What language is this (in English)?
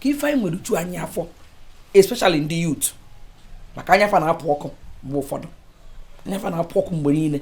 Igbo